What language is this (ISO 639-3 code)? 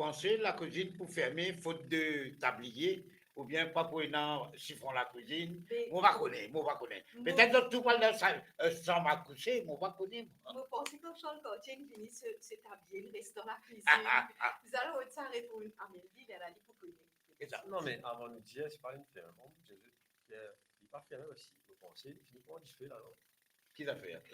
mfe